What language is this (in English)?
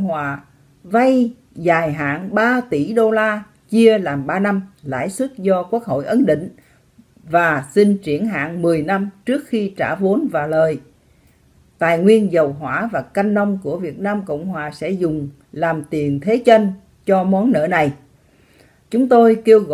Vietnamese